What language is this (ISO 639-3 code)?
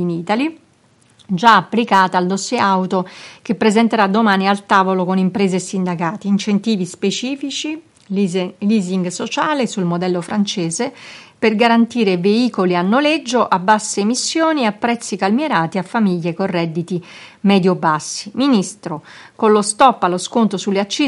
ita